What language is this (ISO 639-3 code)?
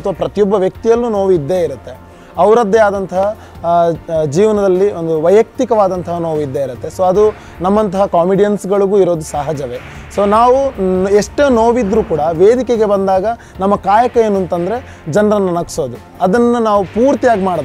kan